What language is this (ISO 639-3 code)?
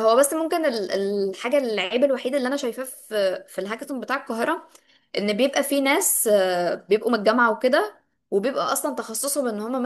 arz